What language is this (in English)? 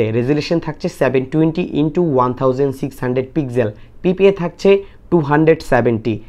Bangla